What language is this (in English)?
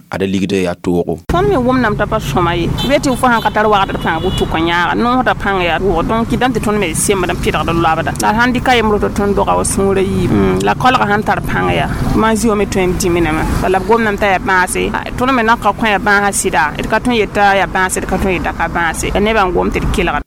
Mossi